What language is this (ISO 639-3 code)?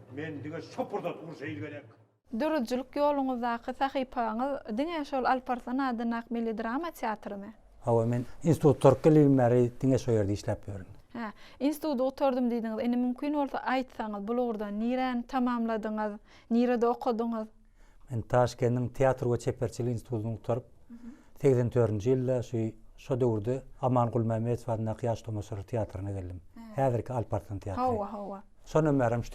tuk